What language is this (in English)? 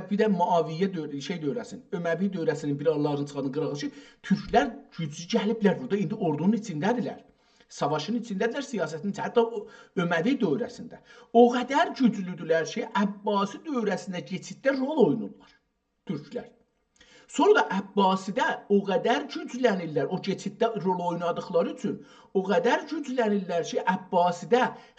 South Azerbaijani